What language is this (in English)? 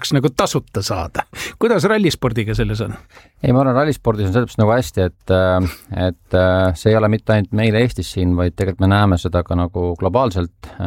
Estonian